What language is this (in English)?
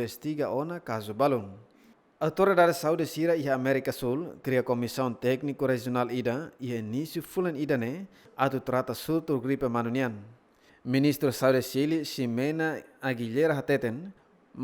Tetum